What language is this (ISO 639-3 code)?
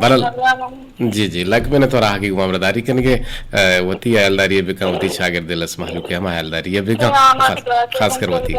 bgp